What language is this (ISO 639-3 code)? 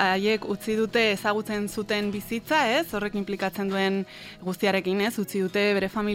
eus